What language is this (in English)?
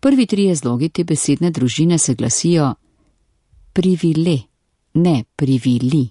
Slovenian